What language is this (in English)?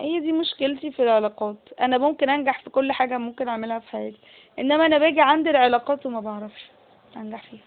Egyptian Arabic